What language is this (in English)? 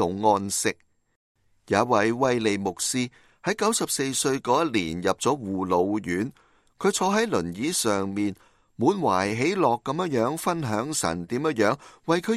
Cantonese